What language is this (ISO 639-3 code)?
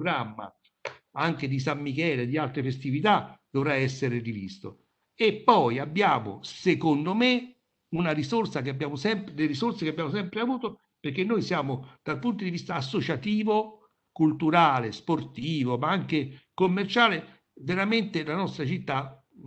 ita